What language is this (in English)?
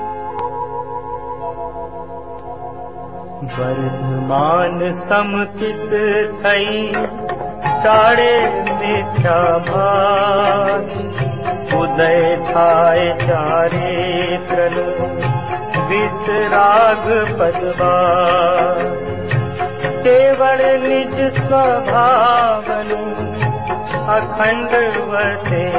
Gujarati